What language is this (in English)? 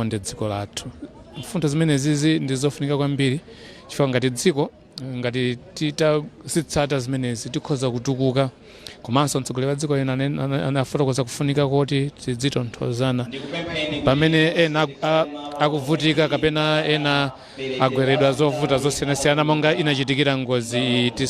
Nyanja